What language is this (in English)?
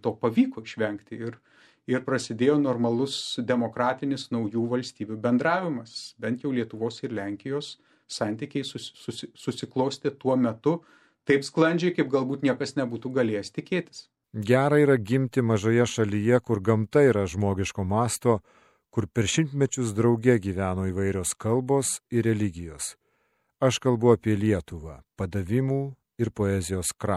Lithuanian